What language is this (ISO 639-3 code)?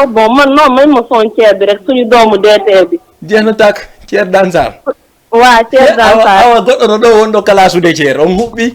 ful